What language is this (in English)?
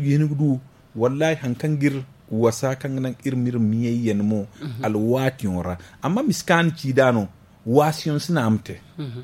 Zarma